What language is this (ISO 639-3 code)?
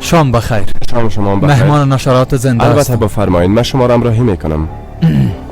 fas